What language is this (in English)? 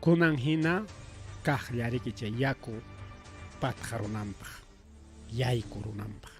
Ayacucho Quechua